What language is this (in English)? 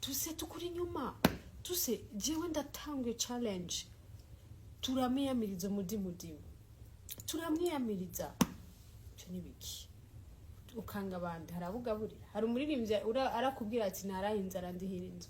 Rundi